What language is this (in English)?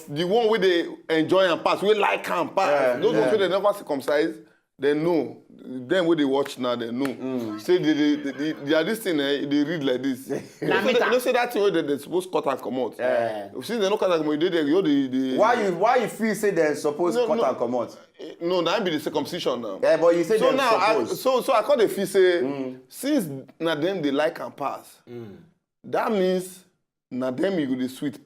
Nigerian Pidgin